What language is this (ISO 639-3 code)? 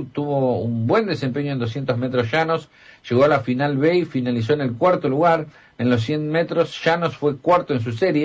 spa